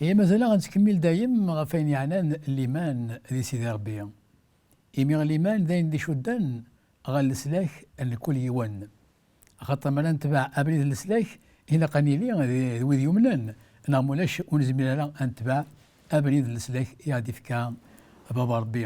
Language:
Kabyle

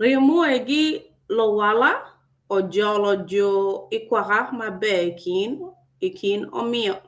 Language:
Acoli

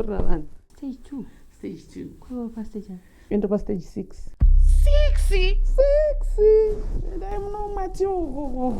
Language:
Shona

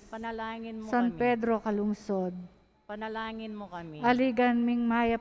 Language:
Pampanga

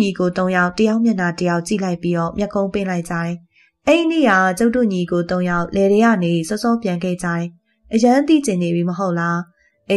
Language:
Burmese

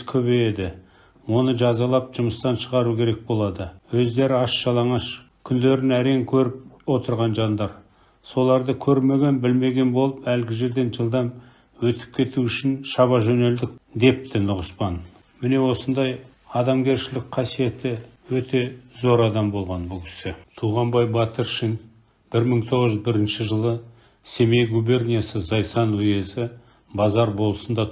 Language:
Kazakh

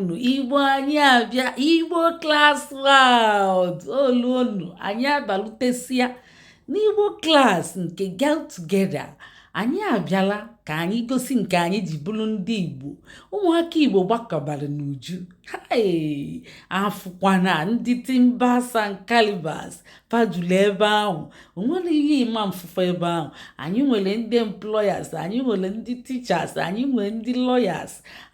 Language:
Igbo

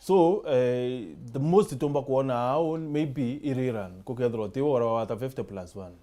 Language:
Meru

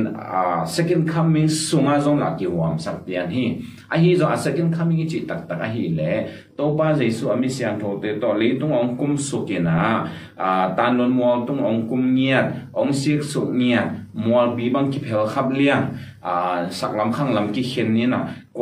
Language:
Tedim Chin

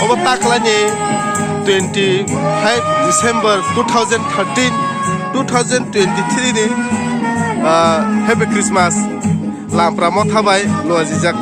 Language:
Kok Borok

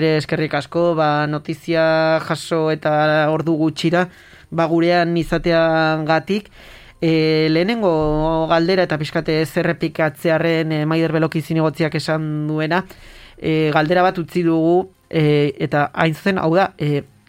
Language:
Basque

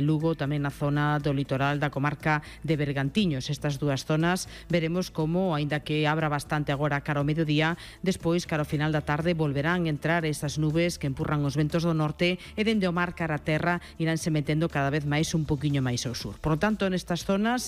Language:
Galician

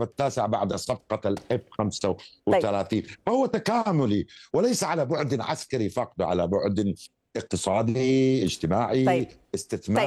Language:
Arabic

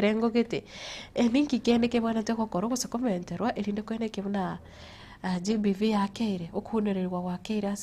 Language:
Gusii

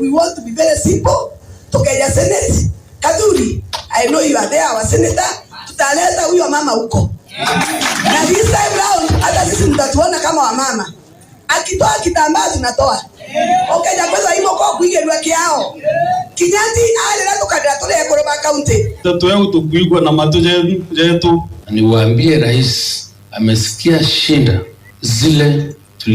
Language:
Meru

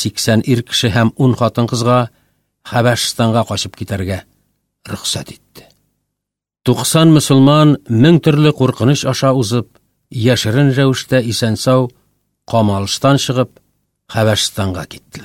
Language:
Tatar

